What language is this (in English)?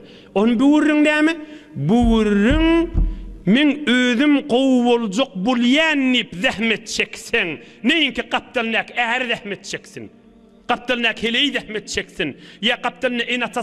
Turkmen